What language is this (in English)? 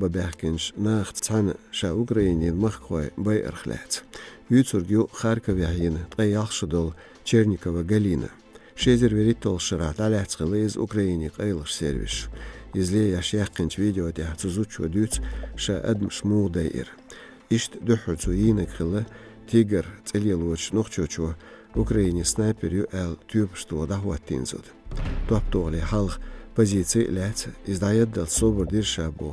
Chechen